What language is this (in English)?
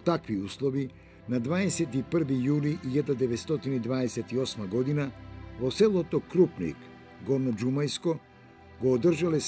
Macedonian